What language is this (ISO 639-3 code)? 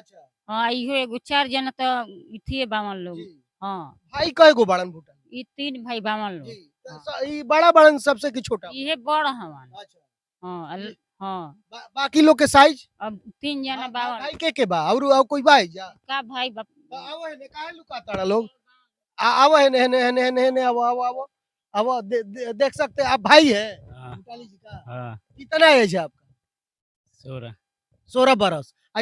bho